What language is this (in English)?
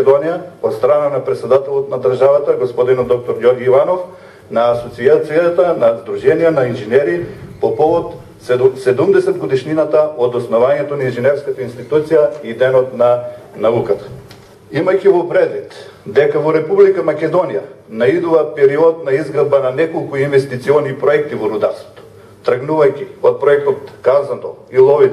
Macedonian